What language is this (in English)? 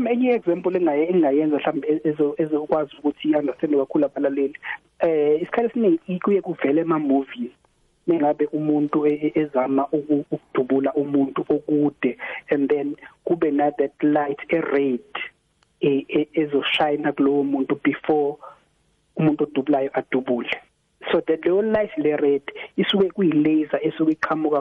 South Ndebele